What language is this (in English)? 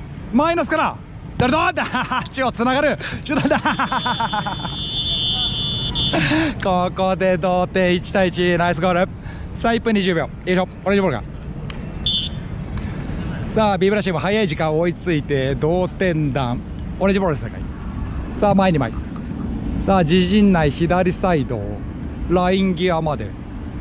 Japanese